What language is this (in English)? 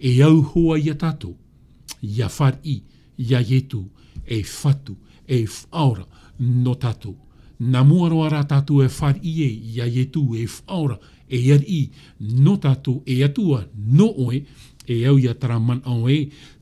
Tahitian